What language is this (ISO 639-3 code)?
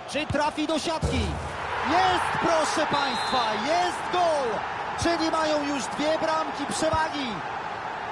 pol